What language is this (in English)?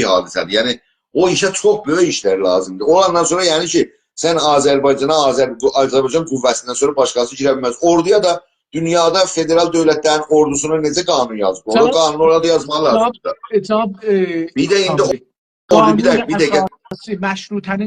South Azerbaijani